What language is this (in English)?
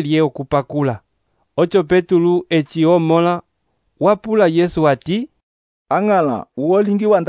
Umbundu